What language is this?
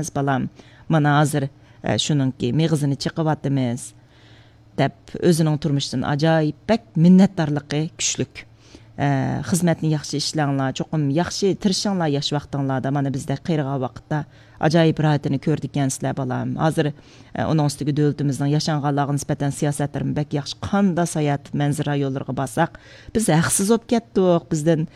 Uyghur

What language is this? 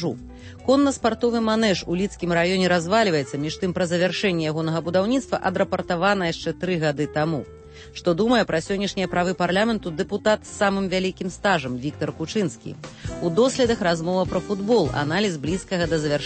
Belarusian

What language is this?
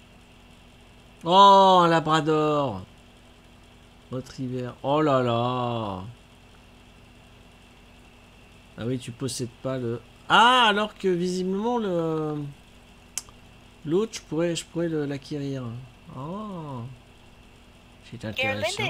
French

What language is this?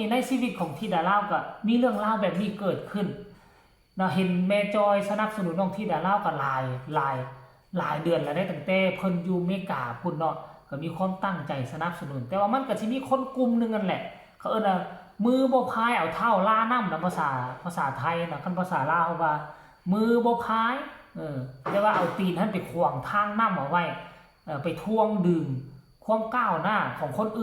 Lao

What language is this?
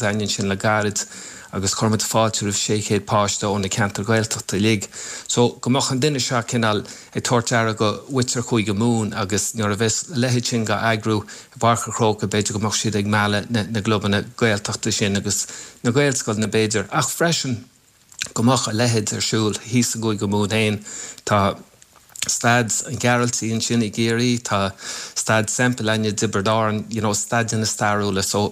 Irish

